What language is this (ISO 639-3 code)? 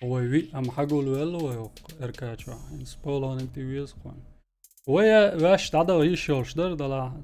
che